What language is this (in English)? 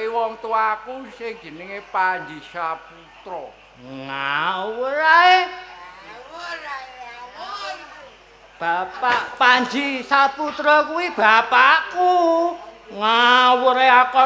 Javanese